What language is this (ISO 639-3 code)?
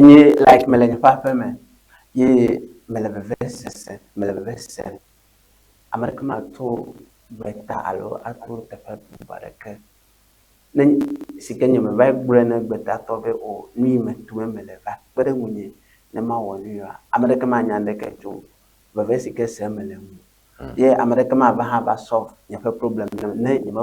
ewe